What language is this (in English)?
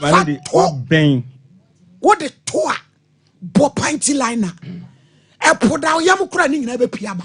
Akan